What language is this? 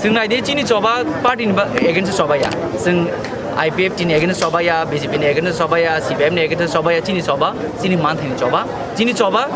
Kok Borok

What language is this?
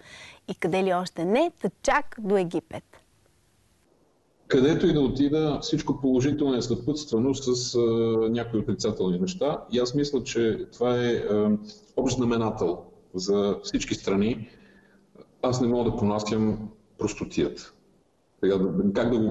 Bulgarian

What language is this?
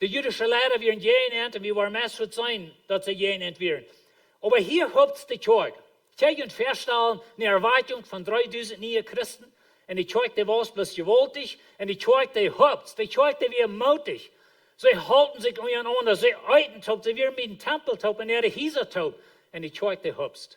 Plautdietsch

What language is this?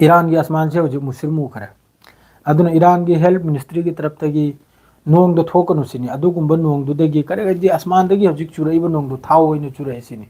Manipuri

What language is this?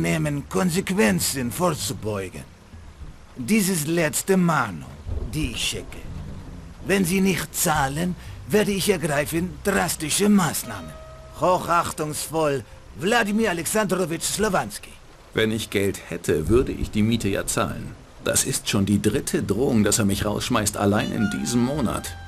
Bavarian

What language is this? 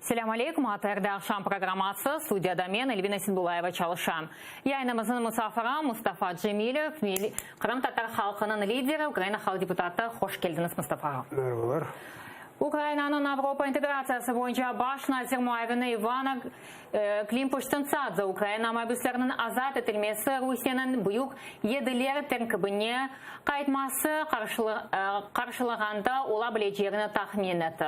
Crimean Tatar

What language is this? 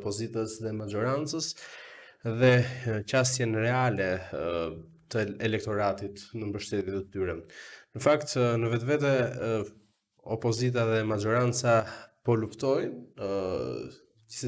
Albanian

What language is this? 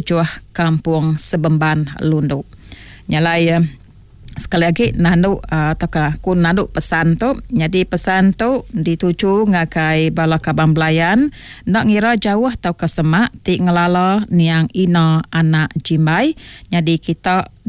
Iban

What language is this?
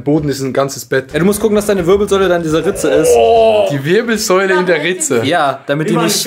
Swiss German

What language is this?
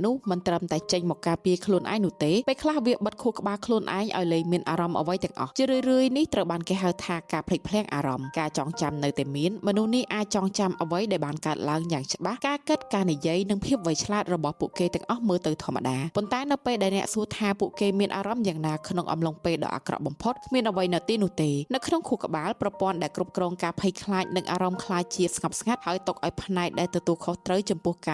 Khmer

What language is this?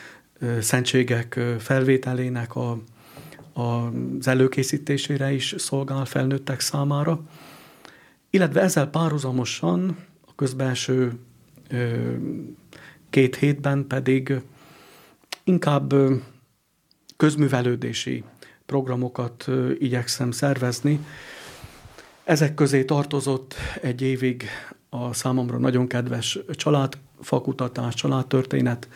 Hungarian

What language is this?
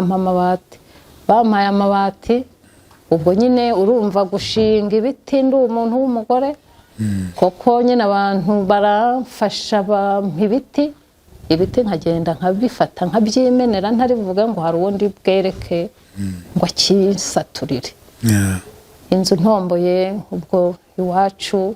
Kinyarwanda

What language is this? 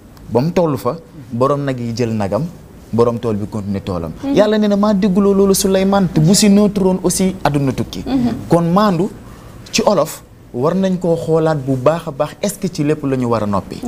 Wolof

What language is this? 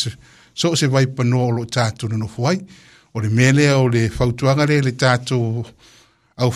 Samoan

